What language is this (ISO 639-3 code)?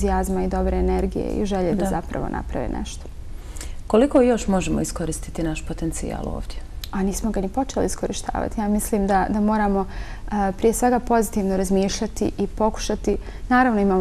bos